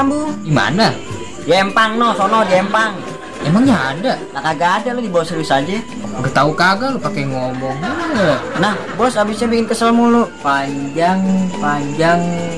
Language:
Betawi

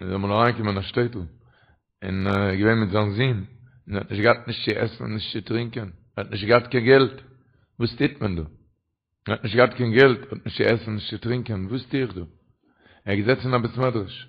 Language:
Yiddish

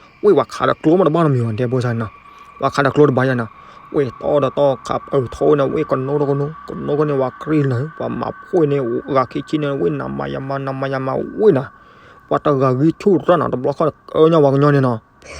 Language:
S'gaw Karen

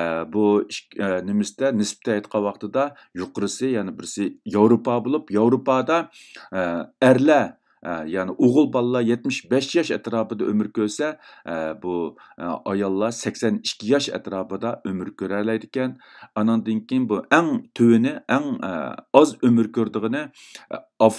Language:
Uyghur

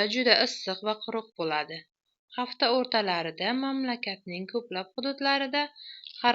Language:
Uzbek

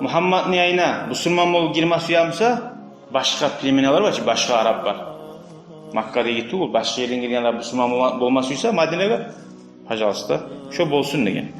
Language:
Kumyk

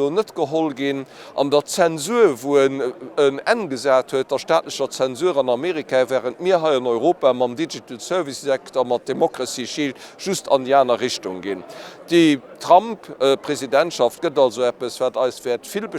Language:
Luxembourgish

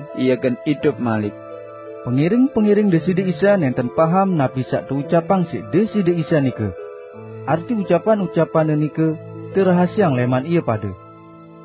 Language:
Sasak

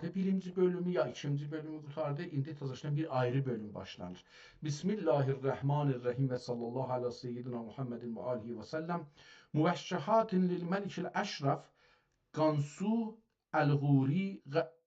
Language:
South Azerbaijani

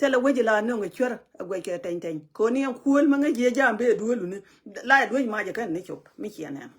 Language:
Nuer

